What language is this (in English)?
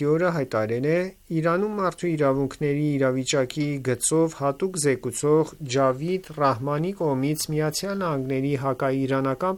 Armenian